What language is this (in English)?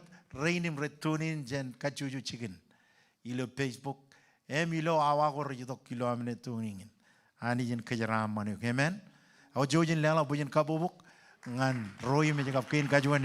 Marshallese